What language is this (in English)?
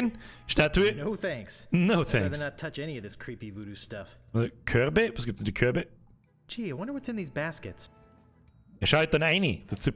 Bavarian